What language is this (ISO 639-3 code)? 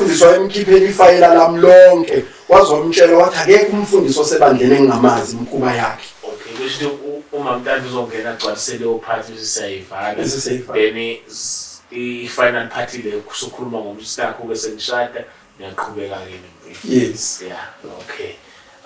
zul